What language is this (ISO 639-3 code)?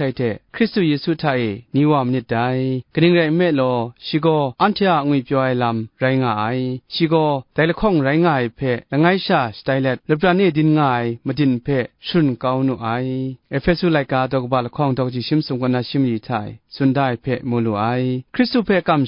kac